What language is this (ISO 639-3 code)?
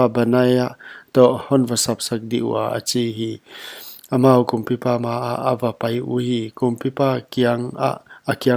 pck